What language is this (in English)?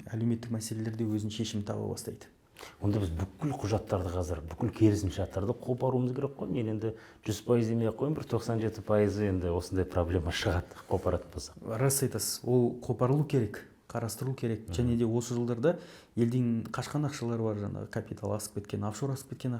Kazakh